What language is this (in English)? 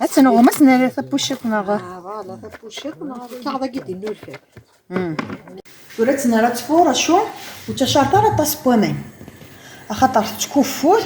Kabyle